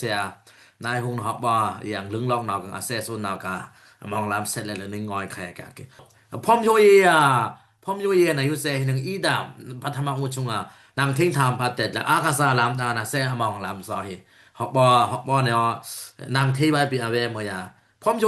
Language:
Dimasa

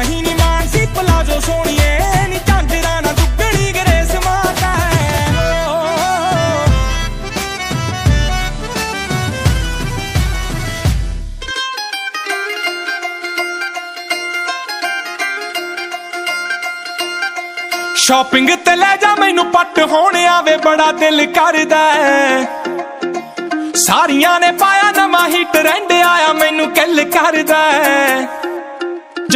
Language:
Punjabi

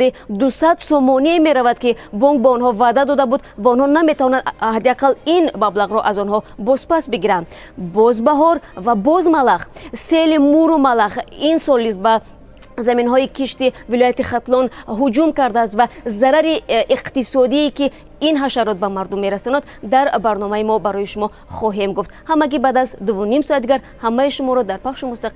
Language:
Tajik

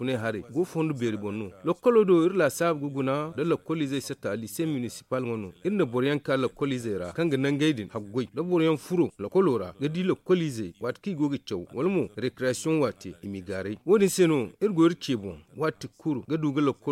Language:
Zarma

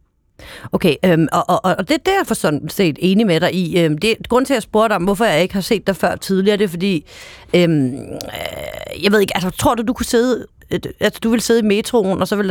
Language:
Danish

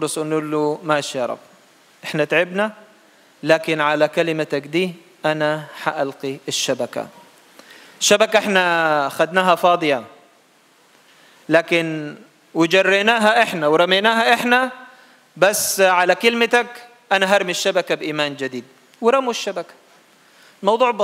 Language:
Egyptian Arabic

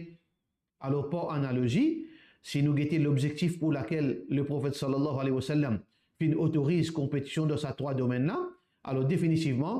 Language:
Morisyen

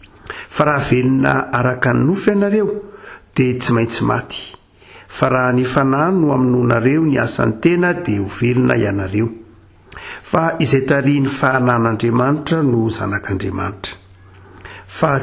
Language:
Malagasy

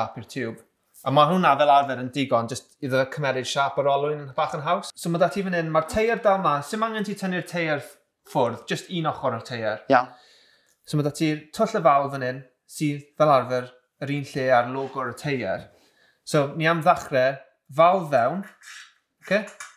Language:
Welsh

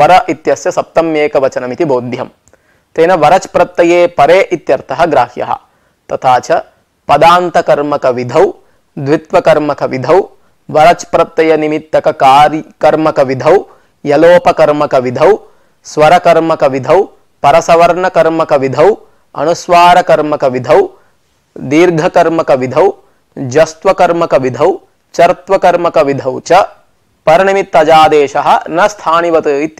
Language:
Sanskrit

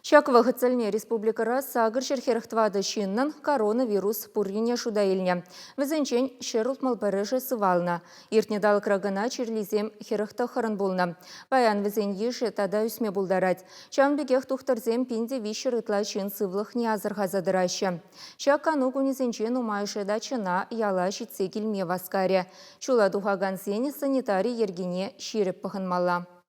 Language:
Chuvash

